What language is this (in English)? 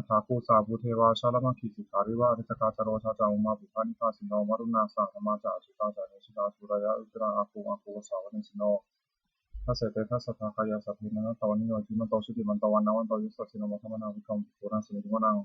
Pali